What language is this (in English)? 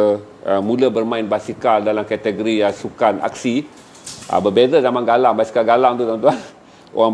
Malay